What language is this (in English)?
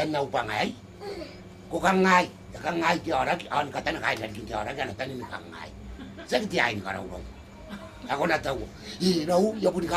Gilbertese